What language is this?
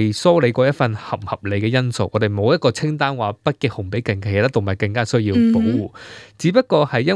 Cantonese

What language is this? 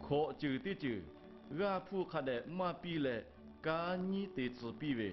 Lahu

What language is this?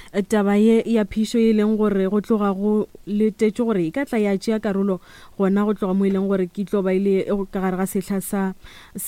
Northern Sotho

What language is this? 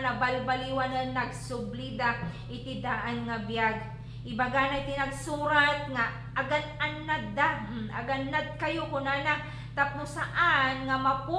Iloko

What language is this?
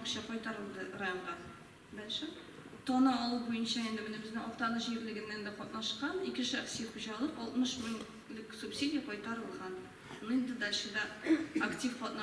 Tatar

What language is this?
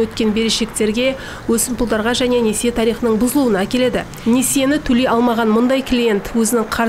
Kazakh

